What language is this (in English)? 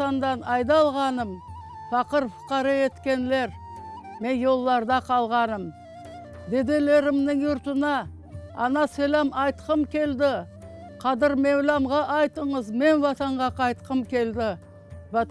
Crimean Tatar